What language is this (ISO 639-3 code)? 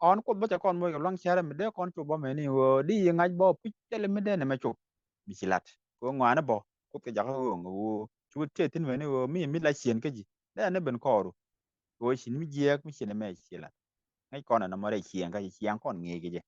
nus